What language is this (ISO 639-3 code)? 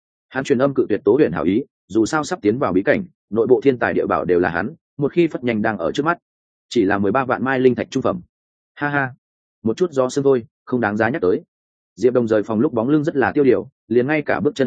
vie